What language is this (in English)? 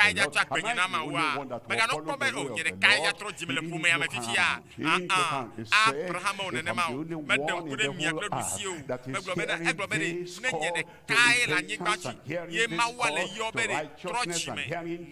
Ewe